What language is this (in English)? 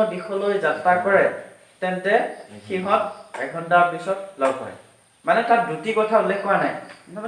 Assamese